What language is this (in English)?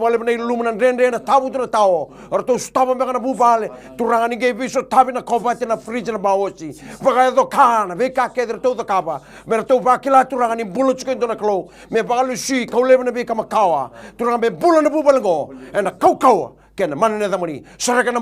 Fijian